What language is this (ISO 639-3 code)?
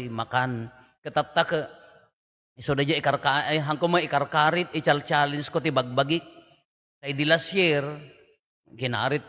ilo